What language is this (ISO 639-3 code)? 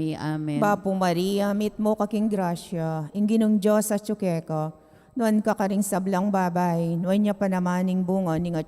pam